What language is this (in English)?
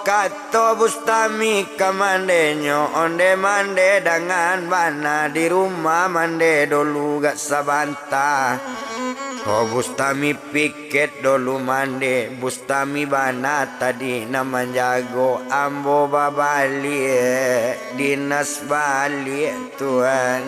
Minangkabau